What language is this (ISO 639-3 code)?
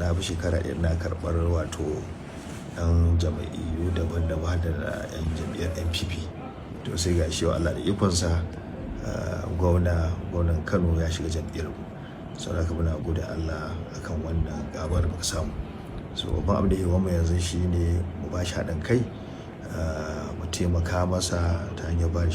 hau